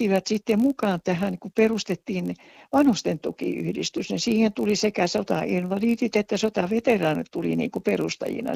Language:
Finnish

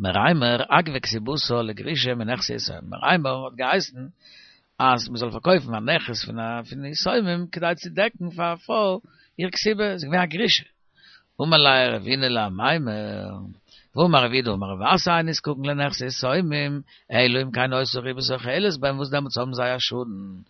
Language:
Yiddish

